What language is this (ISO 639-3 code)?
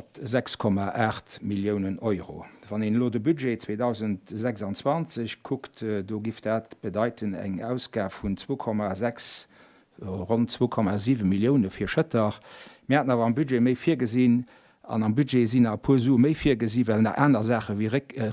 ltz